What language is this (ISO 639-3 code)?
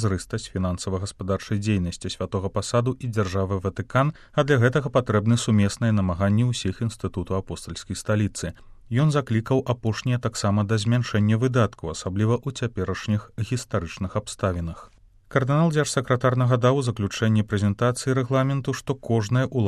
bel